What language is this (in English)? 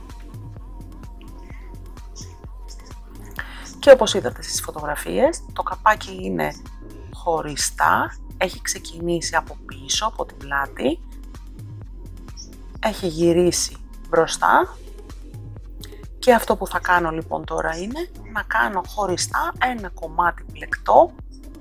Greek